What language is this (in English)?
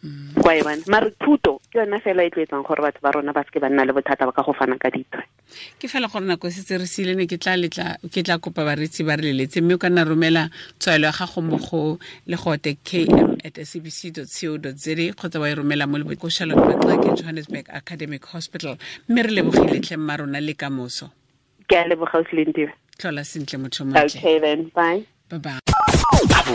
Tswana